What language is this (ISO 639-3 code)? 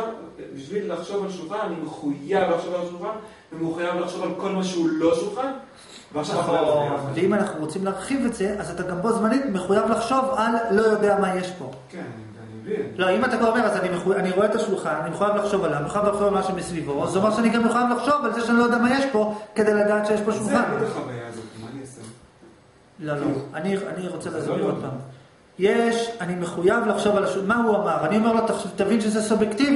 heb